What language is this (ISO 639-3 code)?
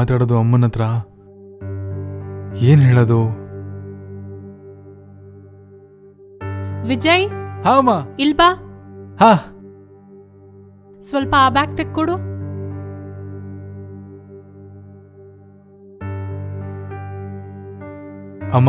kan